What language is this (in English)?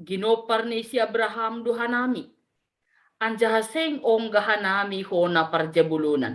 Batak Simalungun